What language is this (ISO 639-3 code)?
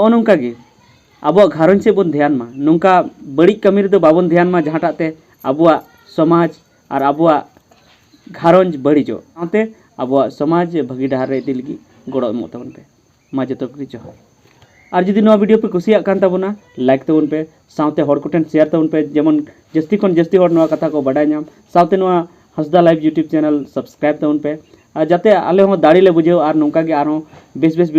sat